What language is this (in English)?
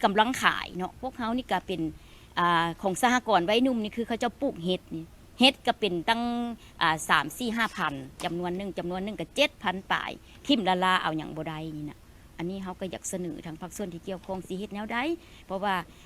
Lao